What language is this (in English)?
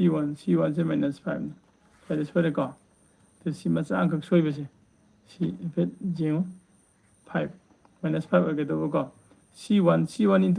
Manipuri